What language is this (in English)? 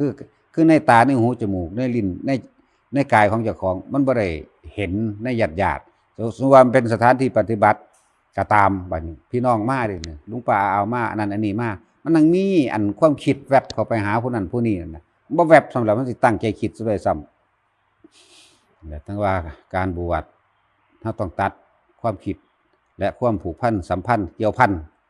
Northeastern Thai